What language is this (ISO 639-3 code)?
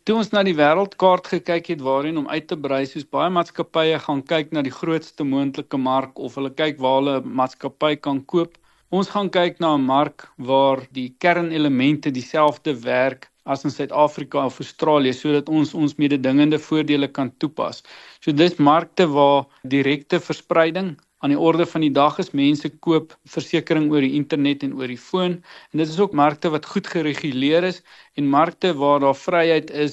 afr